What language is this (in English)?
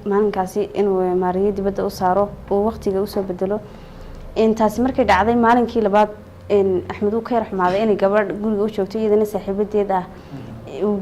Somali